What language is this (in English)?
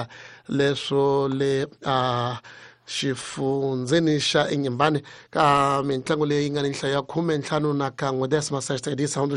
Tsonga